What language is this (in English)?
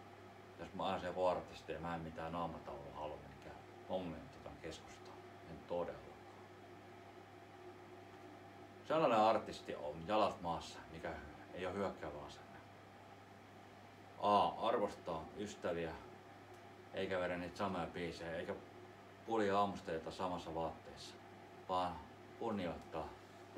Finnish